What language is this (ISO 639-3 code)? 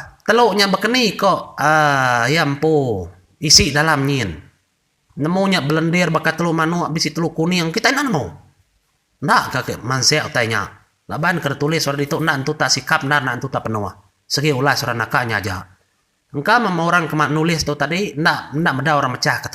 iba